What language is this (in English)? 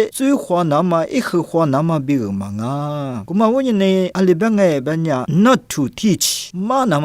Lisu